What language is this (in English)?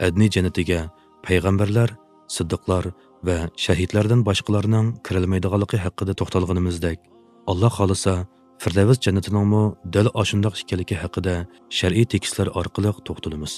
Uyghur